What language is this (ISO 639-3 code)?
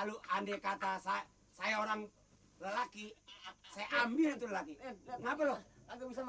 bew